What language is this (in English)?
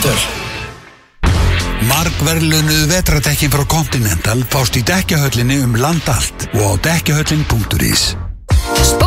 Icelandic